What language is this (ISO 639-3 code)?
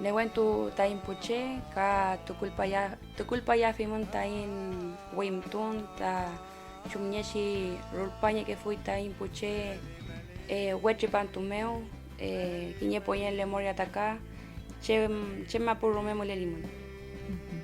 arn